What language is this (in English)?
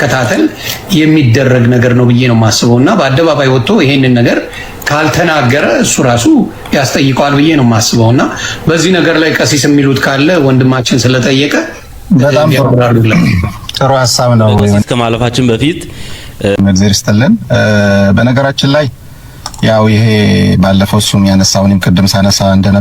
Amharic